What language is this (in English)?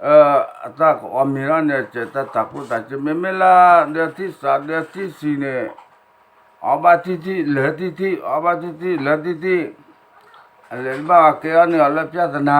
S'gaw Karen